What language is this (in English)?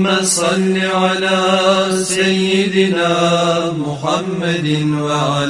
Kumyk